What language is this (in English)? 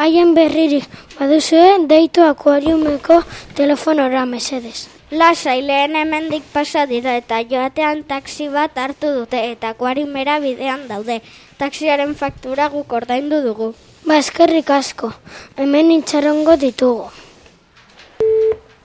Basque